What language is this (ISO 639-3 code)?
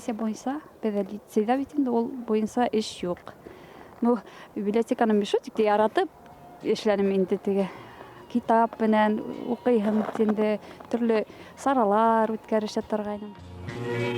bak